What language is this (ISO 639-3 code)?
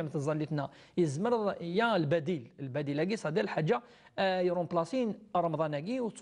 kab